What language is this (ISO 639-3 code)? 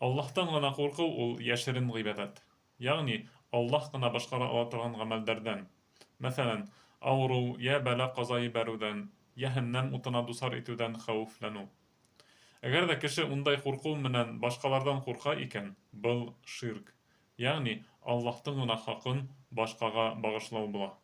bak